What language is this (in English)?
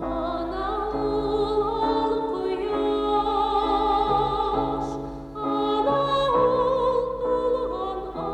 Bashkir